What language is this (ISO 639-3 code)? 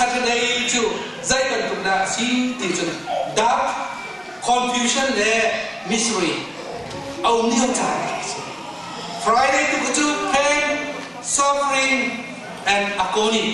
cnh